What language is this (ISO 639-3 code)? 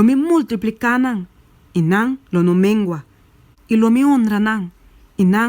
pap